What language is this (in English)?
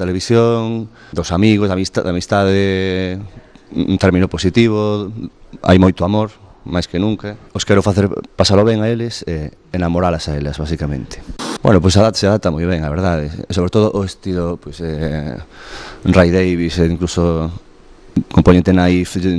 Galician